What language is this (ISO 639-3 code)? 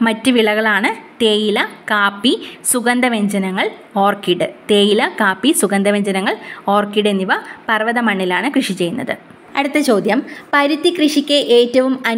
mal